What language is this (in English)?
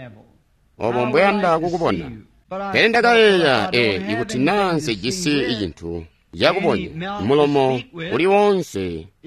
Tonga (Zambia)